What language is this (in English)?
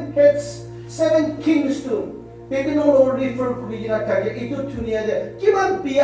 Naga Pidgin